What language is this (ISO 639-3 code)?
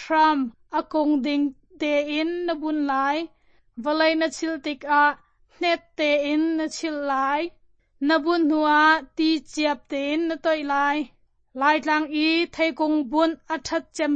cnh